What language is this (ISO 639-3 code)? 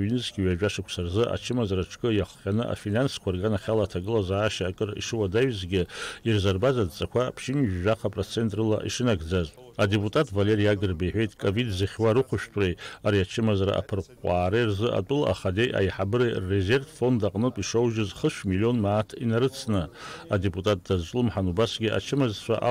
abk